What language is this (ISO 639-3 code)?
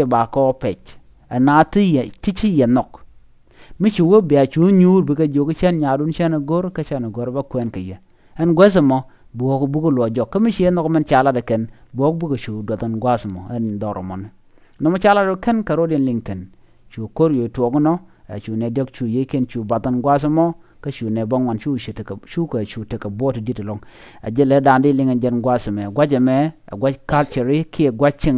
nus